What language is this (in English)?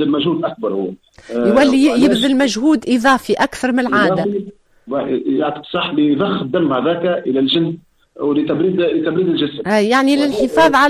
Tunisian Arabic